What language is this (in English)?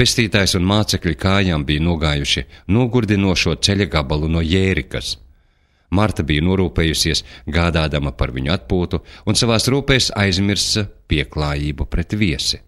Latvian